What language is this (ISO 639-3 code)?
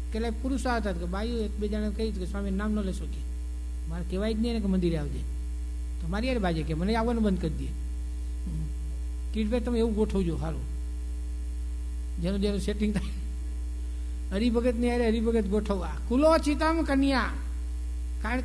guj